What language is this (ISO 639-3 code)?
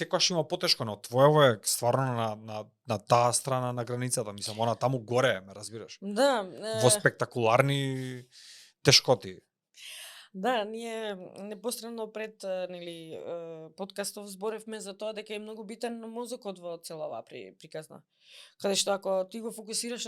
mkd